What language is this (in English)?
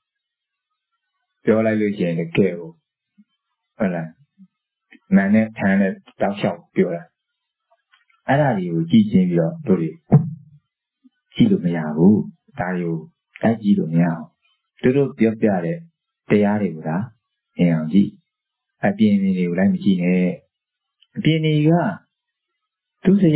Burmese